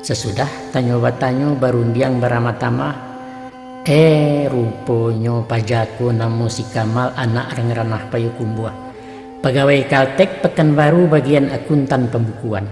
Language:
Minangkabau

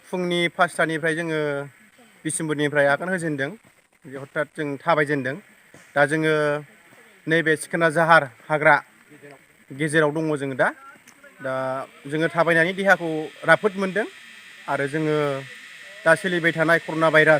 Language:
Bodo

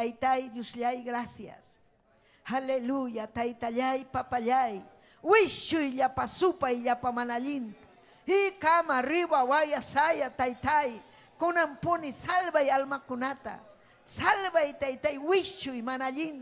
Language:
Ayacucho Quechua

